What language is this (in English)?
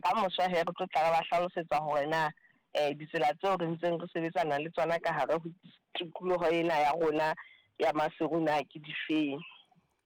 Southern Sotho